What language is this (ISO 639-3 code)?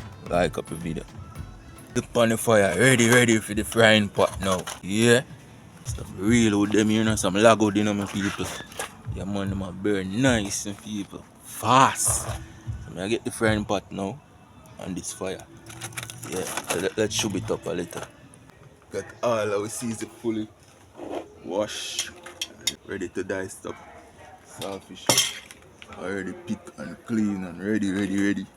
jam